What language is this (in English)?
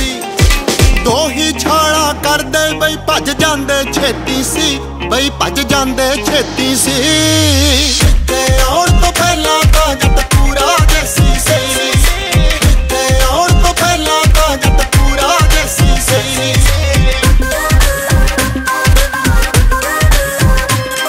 Punjabi